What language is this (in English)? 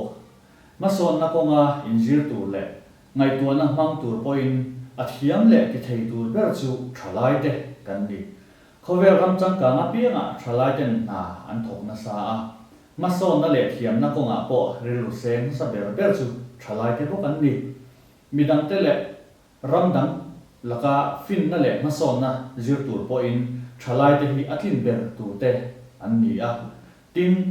Mizo